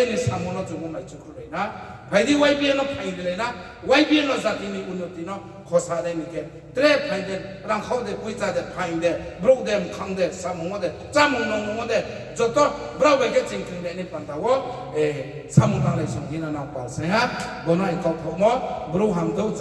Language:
Riang (India)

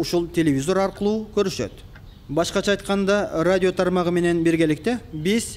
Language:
Kyrgyz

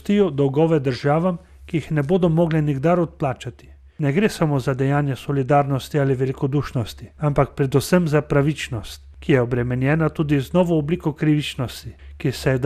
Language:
Slovenian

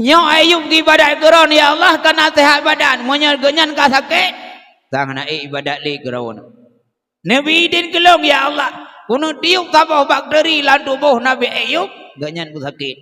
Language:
Achinese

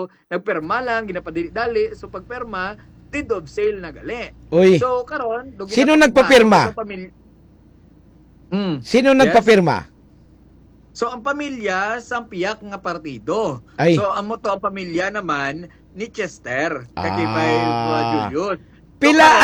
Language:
Hiligaynon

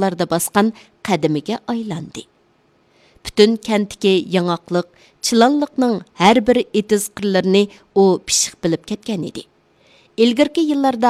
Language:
Uyghur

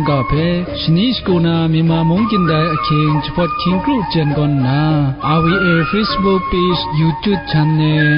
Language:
Kachin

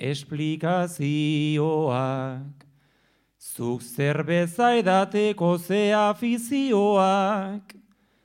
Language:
Basque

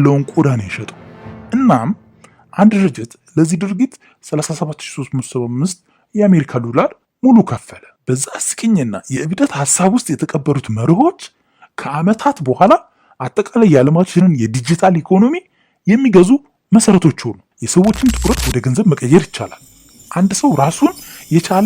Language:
Amharic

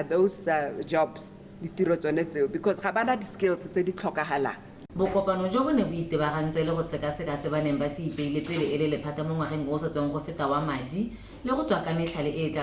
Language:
Tswana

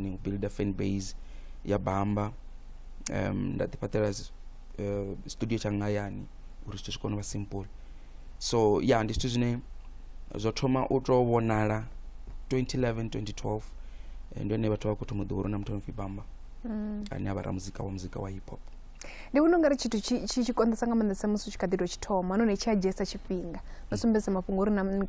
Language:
Venda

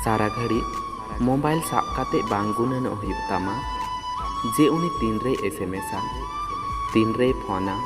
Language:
Santali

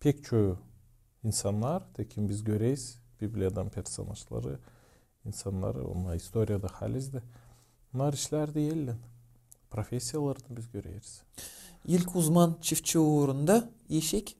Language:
Gagauz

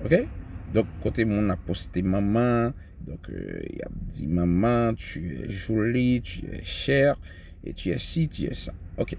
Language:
Haitian Creole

